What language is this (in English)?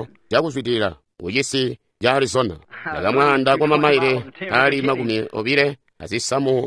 Tonga (Zambia)